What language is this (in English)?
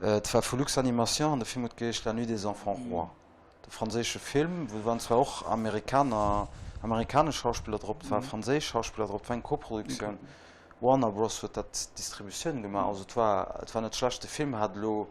Luxembourgish